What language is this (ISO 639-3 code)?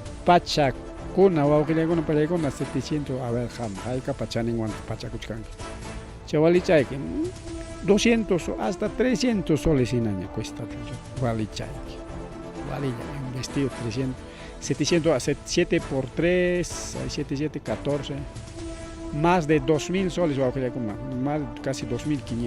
quy